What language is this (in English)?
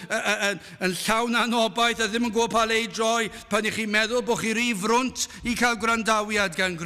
Welsh